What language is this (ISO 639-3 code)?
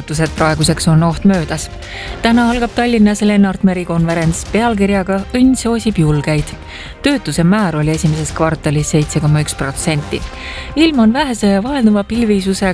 est